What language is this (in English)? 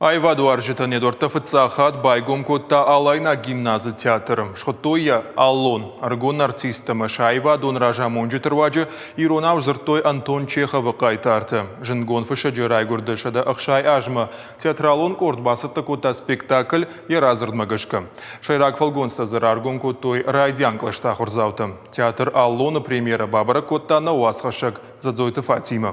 Ossetic